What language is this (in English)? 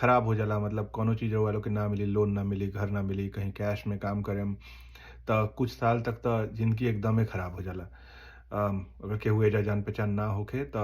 Bhojpuri